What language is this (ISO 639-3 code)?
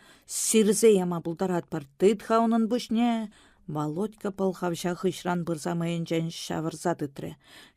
chv